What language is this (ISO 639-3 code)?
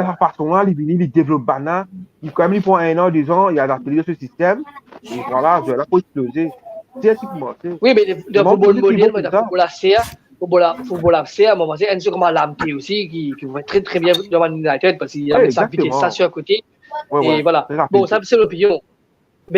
mfe